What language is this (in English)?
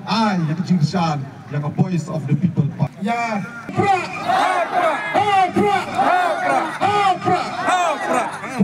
Khasi